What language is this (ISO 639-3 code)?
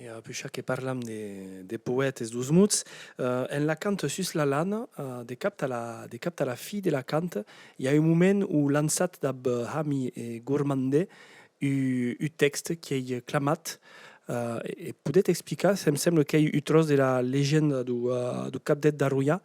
oci